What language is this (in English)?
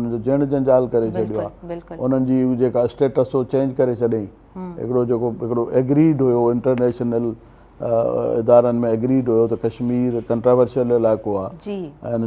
Sindhi